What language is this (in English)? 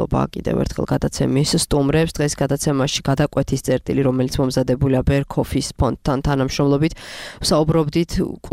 Georgian